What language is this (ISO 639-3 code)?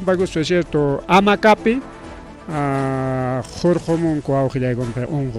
quy